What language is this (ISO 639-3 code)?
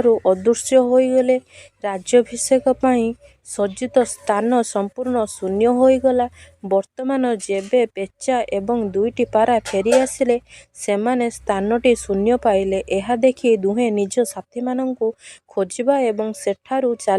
ori